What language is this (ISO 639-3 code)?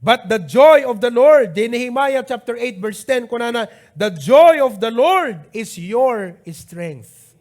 ilo